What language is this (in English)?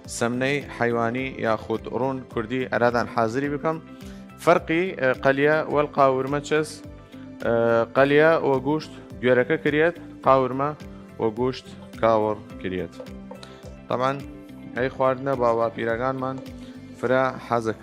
Southern Kurdish